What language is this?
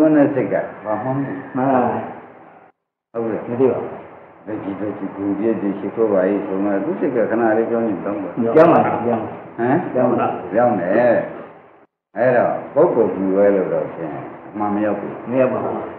Burmese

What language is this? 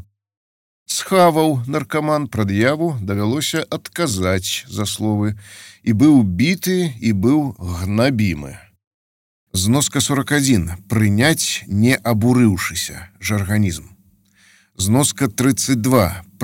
Belarusian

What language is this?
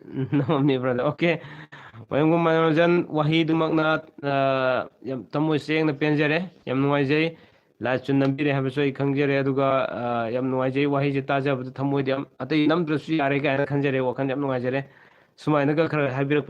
Manipuri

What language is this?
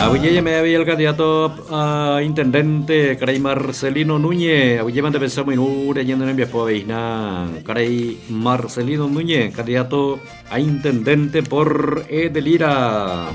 Guarani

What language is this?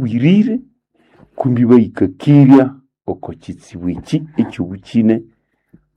Nande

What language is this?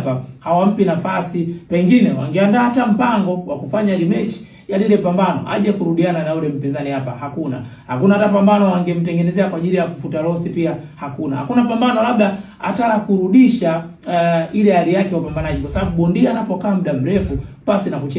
Swahili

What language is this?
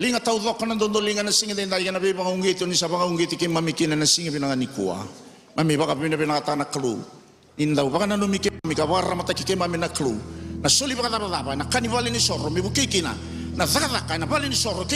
Fijian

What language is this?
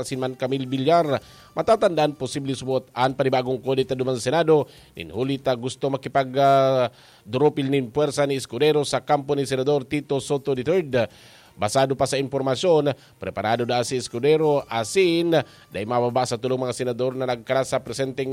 Bikol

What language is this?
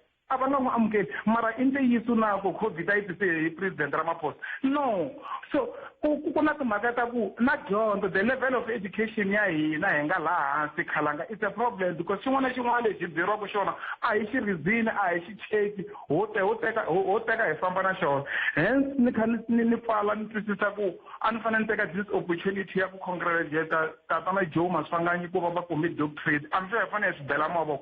Tsonga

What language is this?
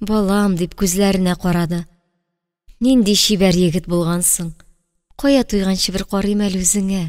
Tatar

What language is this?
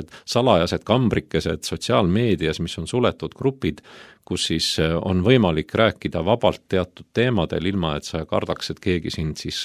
Estonian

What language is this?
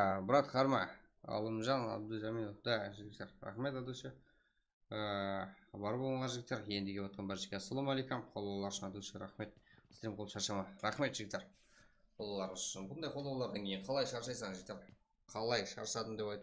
Kara-Kalpak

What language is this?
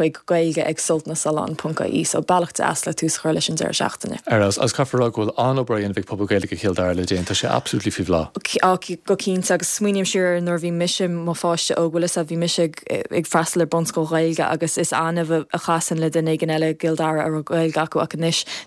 Irish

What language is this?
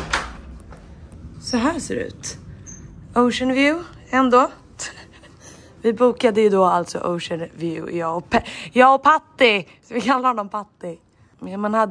Swedish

